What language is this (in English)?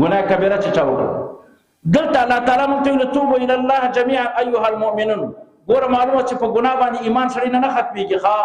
Pashto